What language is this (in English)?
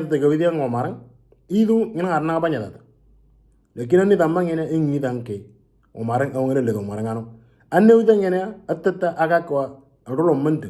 Moro